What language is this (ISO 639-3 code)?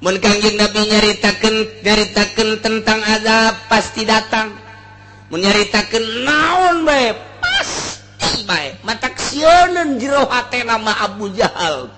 sun